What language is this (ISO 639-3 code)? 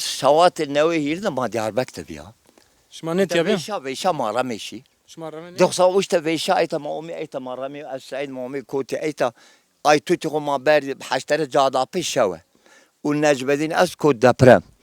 zza